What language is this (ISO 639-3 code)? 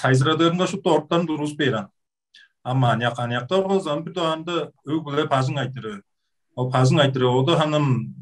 tyv